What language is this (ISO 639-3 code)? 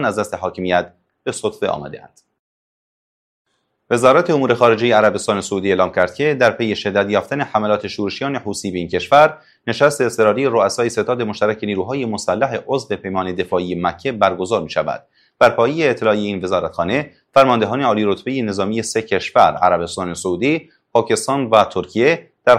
fas